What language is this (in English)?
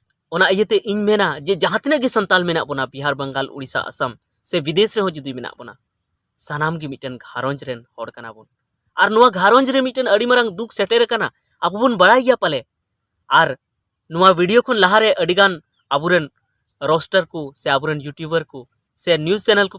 Santali